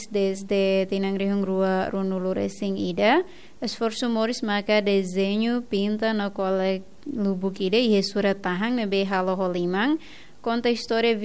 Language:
Tetum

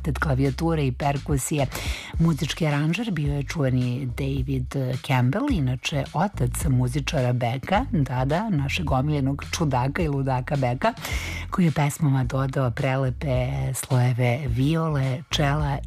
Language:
Serbian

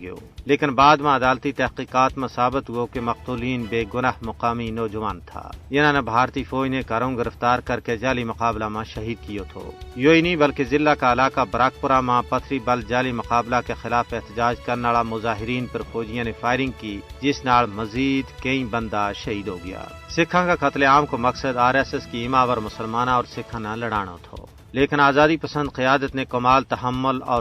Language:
Gujari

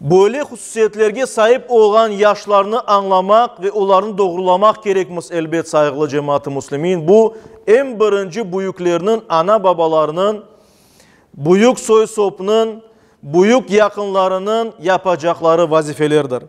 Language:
Crimean Tatar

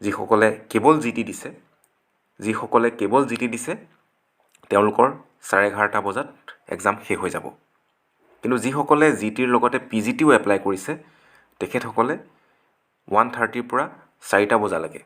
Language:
Assamese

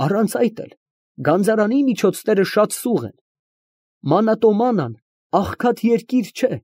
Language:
Armenian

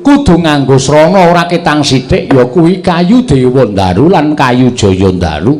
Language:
Javanese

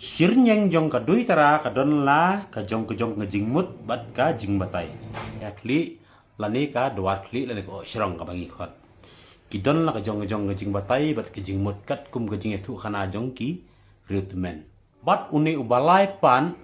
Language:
Khasi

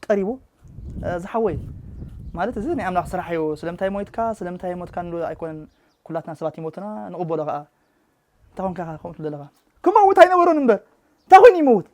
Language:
Tigrinya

